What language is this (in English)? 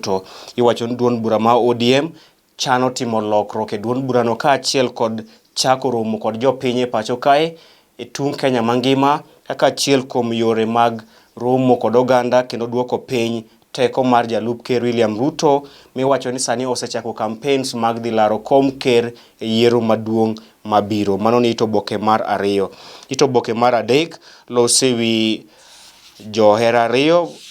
Luo (Kenya and Tanzania)